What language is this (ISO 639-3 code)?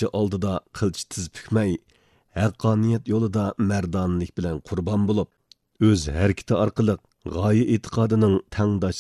uig